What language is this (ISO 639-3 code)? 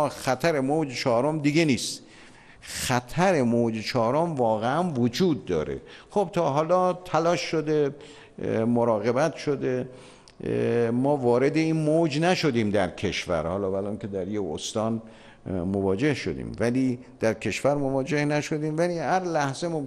fas